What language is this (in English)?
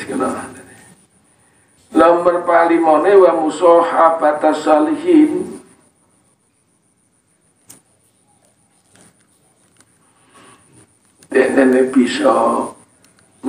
Javanese